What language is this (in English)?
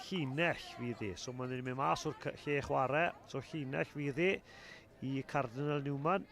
Welsh